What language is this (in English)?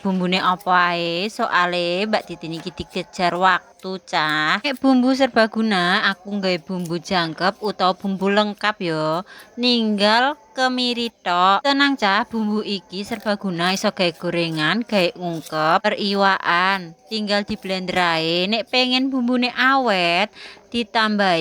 Javanese